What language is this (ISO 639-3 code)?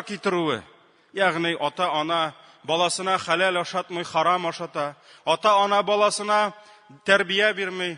tat